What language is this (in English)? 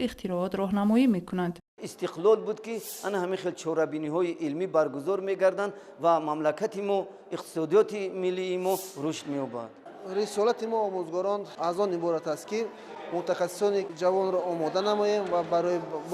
Tajik